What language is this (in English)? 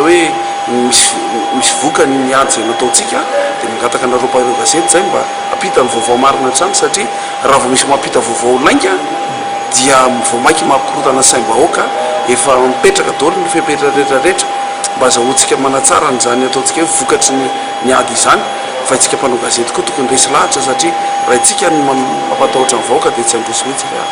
Malagasy